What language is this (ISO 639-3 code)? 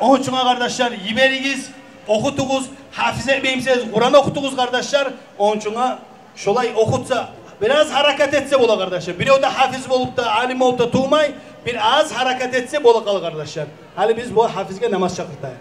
kum